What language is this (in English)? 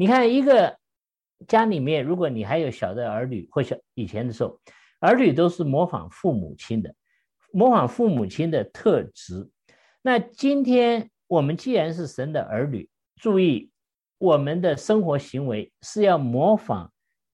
Chinese